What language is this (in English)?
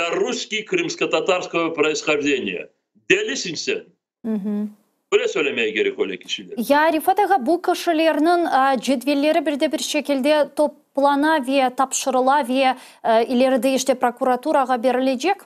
Crimean Tatar